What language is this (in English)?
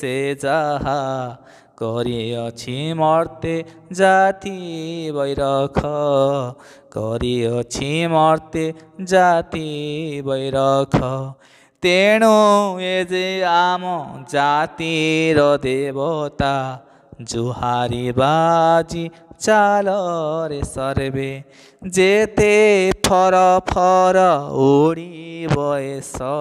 Odia